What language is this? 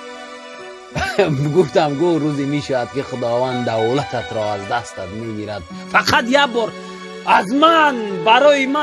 Tajik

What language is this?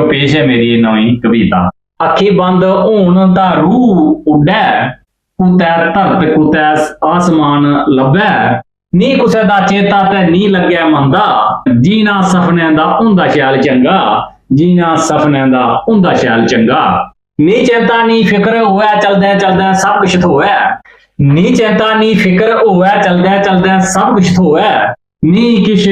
Dogri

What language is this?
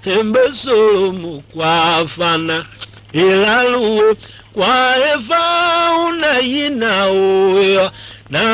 Tiv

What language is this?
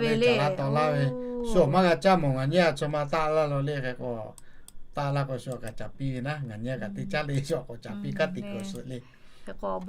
Lahu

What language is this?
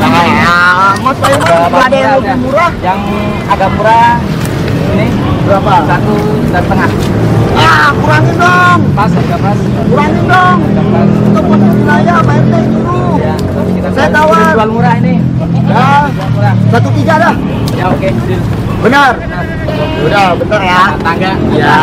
Betawi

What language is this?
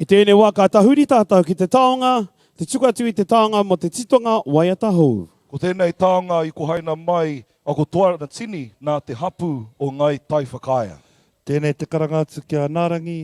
Māori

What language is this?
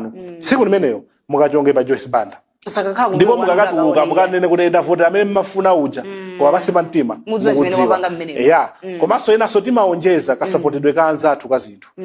Nyanja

